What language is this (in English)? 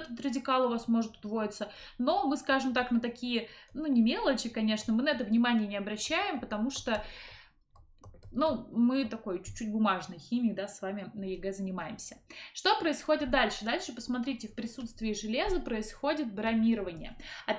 Russian